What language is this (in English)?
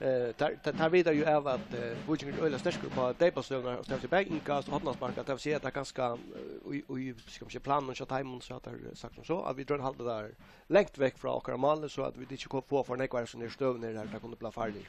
Faroese